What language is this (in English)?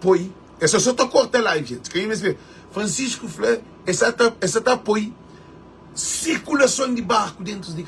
Kabuverdianu